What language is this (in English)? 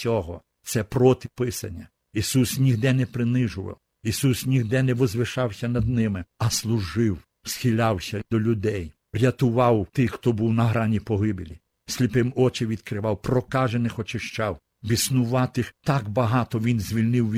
Ukrainian